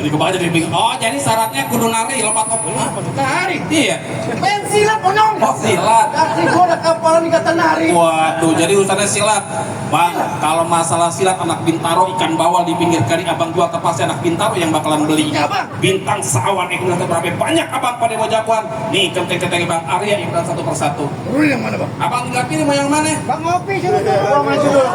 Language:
Betawi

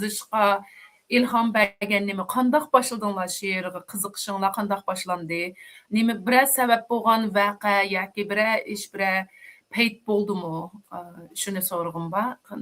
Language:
Uyghur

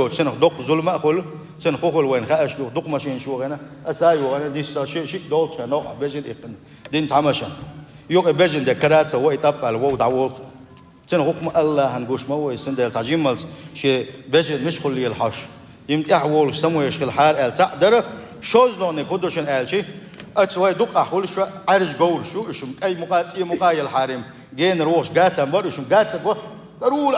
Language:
Chechen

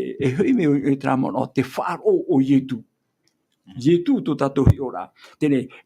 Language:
Tahitian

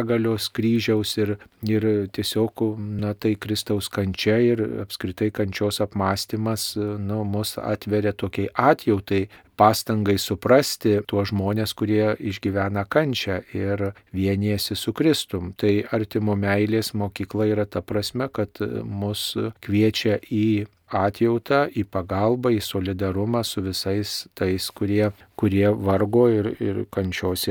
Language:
Lithuanian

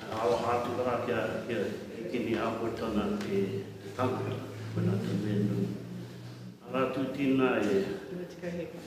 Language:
Māori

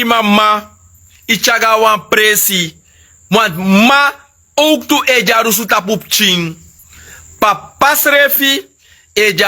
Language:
Sranan Tongo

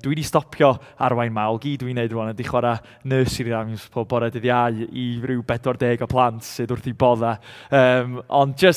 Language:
Welsh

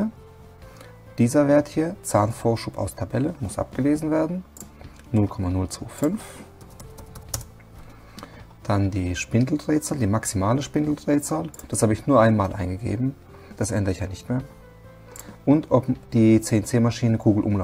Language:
German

